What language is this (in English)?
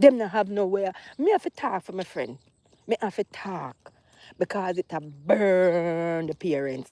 Jamaican Creole English